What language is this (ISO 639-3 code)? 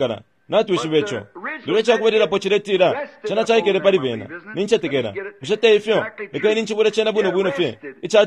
bem